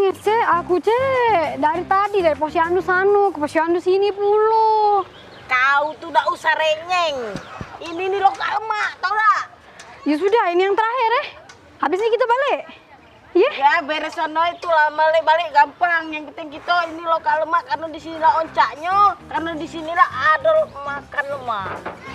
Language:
Musi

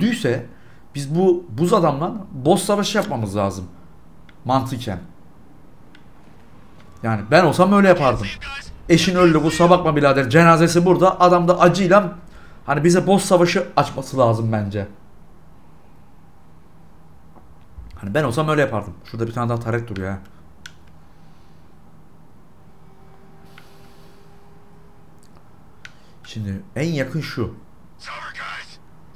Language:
Turkish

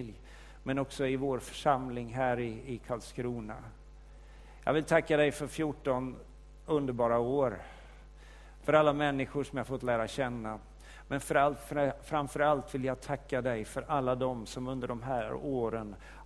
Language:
Swedish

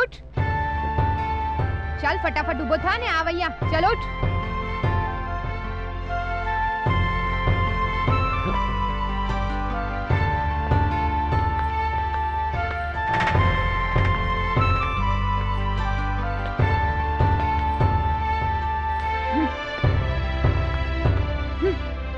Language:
Gujarati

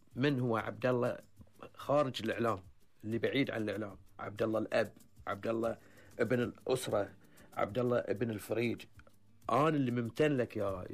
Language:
Gulf Arabic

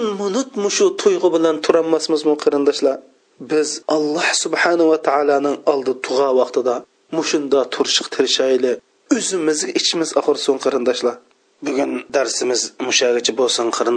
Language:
Uyghur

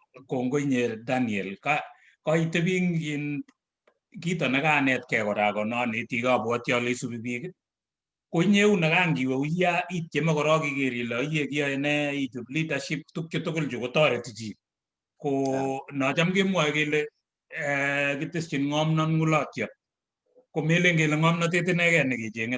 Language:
Kalenjin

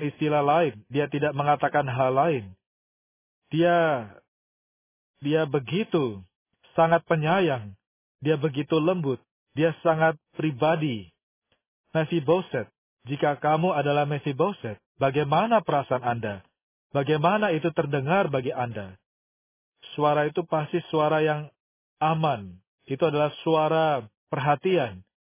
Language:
Indonesian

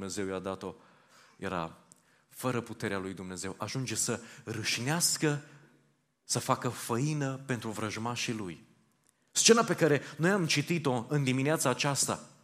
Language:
Romanian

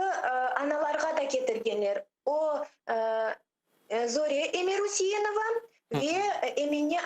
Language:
Crimean Tatar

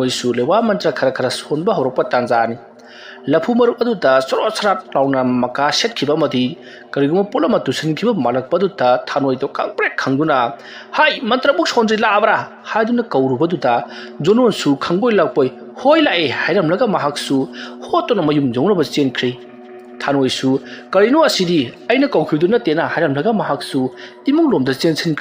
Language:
Manipuri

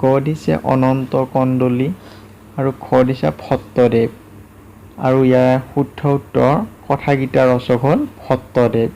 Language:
Assamese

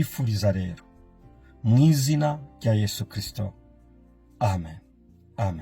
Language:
Rundi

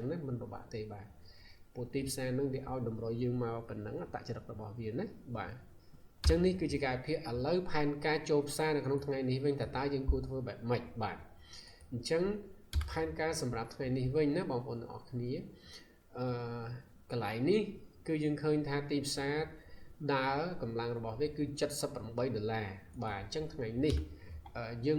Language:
Khmer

